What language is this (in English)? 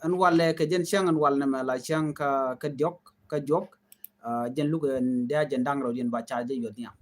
Nuer